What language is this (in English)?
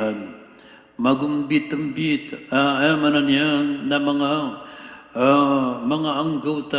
Maranao